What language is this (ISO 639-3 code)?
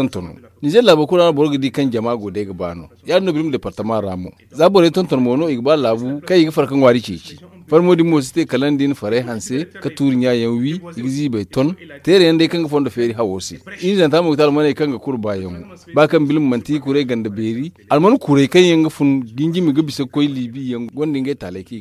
dje